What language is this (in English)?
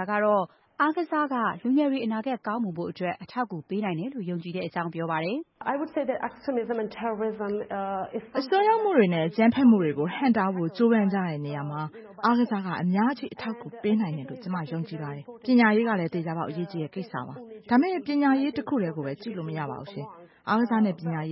Burmese